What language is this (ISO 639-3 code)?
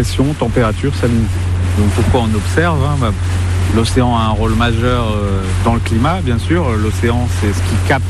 fra